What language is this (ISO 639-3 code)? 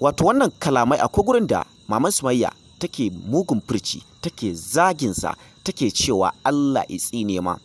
hau